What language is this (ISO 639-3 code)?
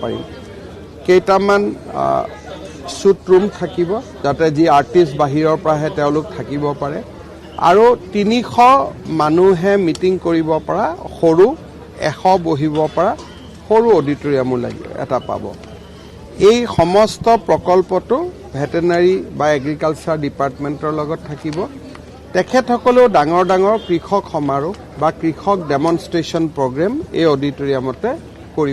asm